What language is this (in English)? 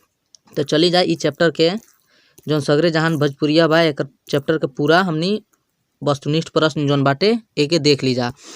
Bhojpuri